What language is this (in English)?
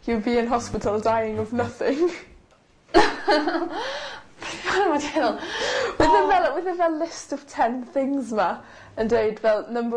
Welsh